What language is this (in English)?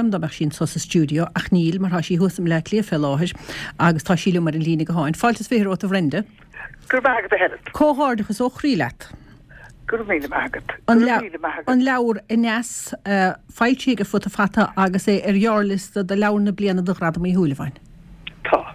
Irish